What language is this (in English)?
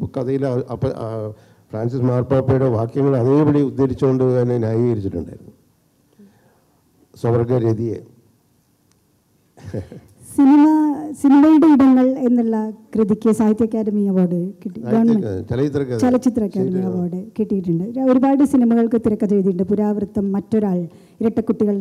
Malayalam